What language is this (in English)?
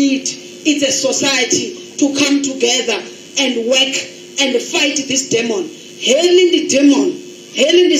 Venda